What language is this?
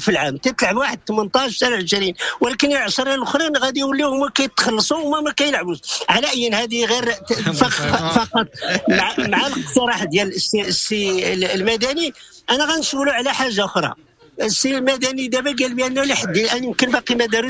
Moroccan Arabic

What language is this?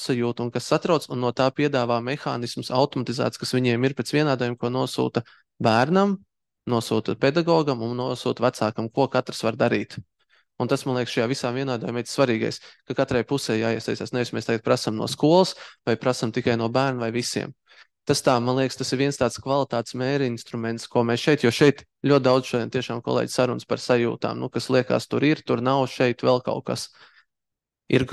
Latvian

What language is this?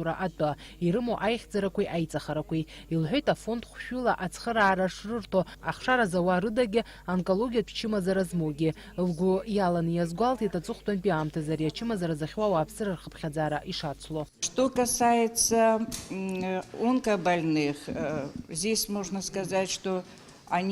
Abkhazian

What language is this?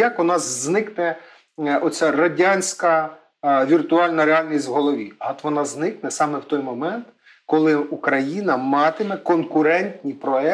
Ukrainian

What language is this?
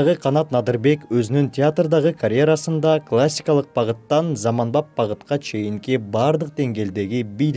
Kyrgyz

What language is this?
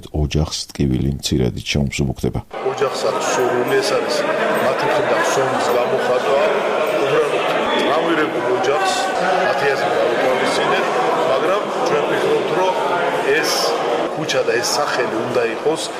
Georgian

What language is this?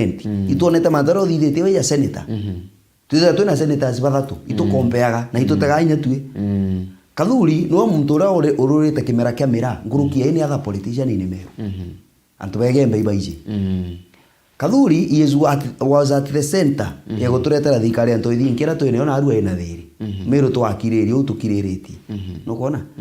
Meru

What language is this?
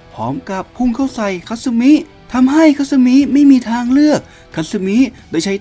Thai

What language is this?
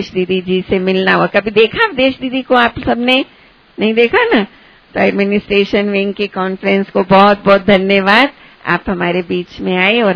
Hindi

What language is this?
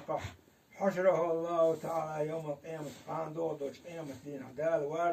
Chechen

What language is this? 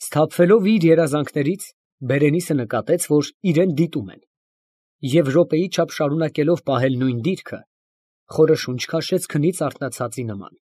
Armenian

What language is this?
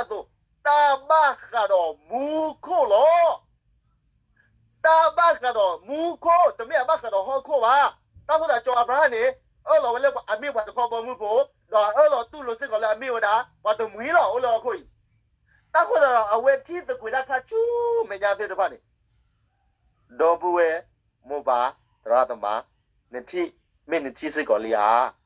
S'gaw Karen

